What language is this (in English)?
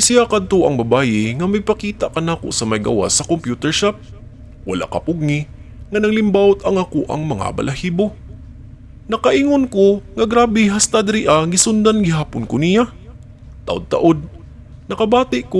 Cebuano